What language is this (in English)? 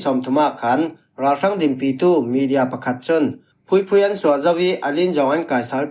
Falam Chin